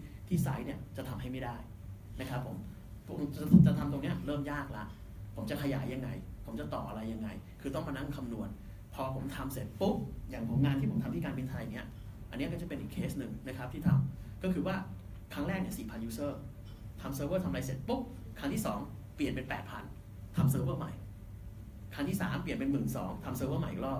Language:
Thai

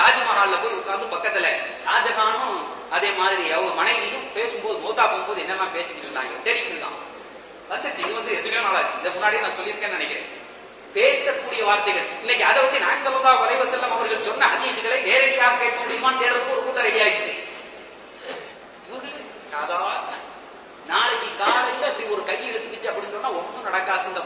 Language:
Tamil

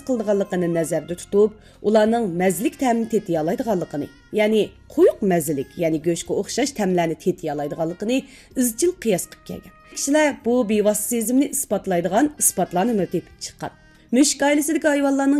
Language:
Uyghur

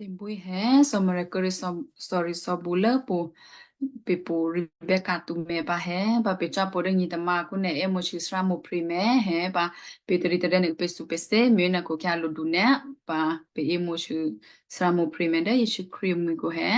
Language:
Western Kayah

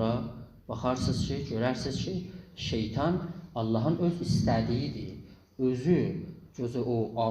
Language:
South Azerbaijani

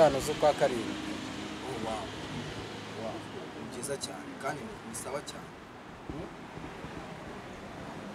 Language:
Kinyarwanda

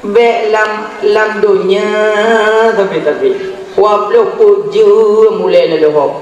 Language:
Achinese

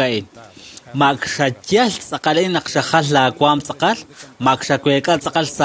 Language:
Kekchí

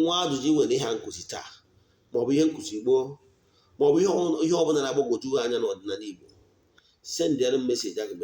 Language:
Igbo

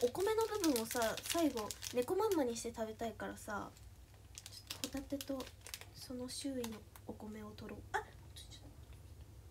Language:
Japanese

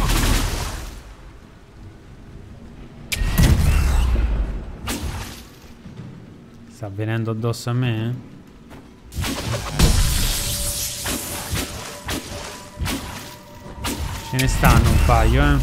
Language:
Italian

